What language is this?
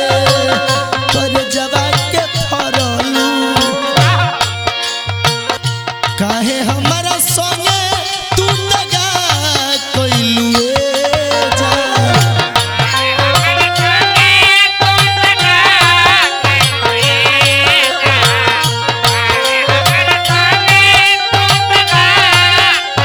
Bhojpuri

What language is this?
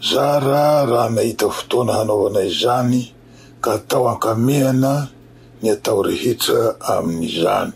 Malagasy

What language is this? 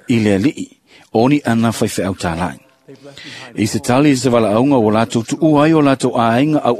Samoan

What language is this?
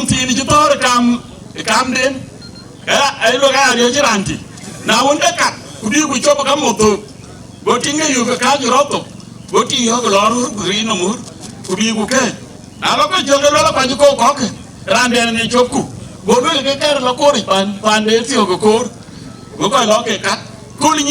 Dinka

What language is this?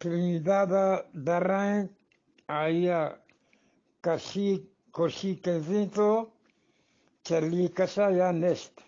Eastern Balochi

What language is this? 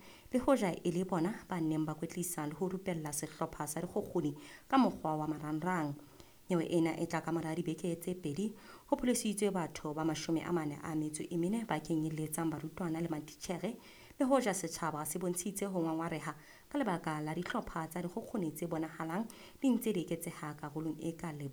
Southern Sotho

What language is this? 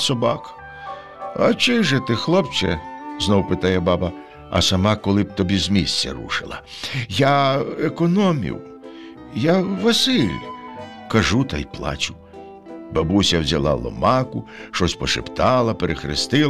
Ukrainian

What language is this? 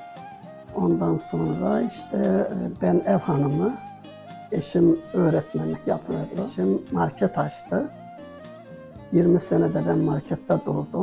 Turkish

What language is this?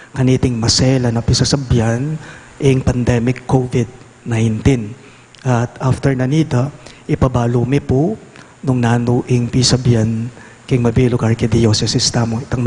Pampanga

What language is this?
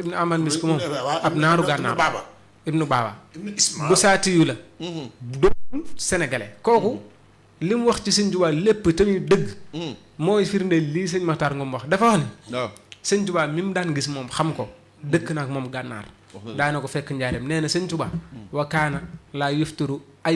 Wolof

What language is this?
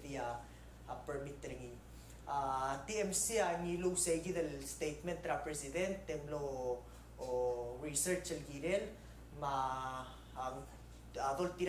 Palauan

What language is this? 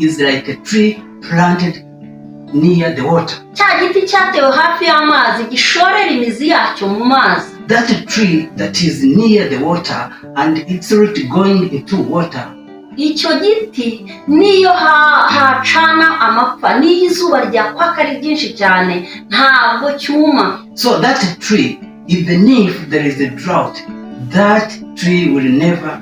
Kinyarwanda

